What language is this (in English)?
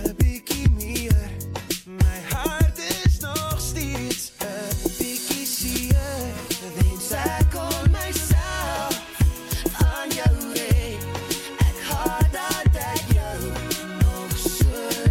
Afrikaans